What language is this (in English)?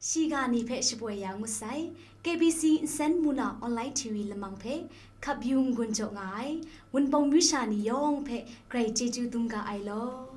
Kachin